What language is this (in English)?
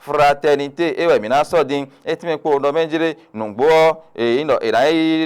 Fon